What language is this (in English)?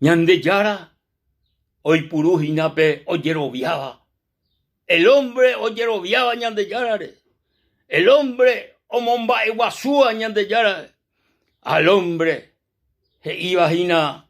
Guarani